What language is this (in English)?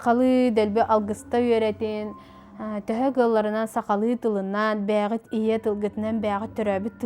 Yakut